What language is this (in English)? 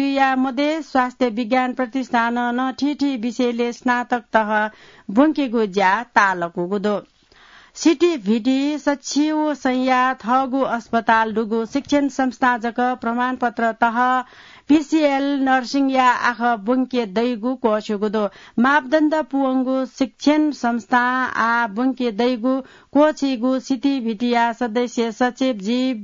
Newari